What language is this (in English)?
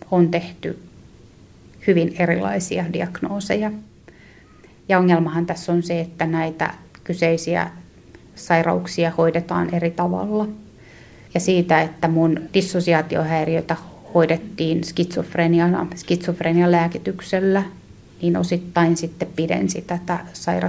Finnish